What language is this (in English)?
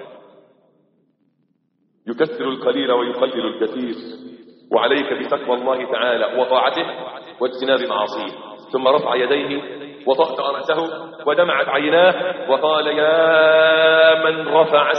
Arabic